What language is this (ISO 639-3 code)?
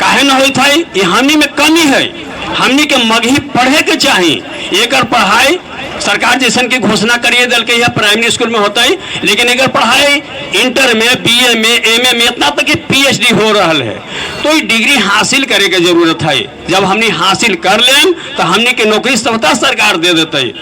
mag